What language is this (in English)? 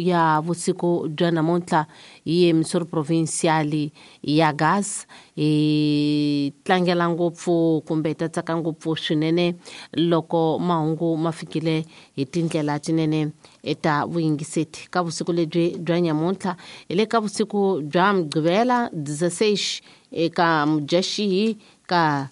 Tsonga